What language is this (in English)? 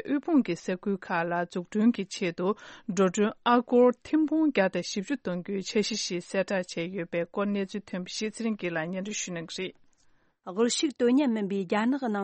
Tibetan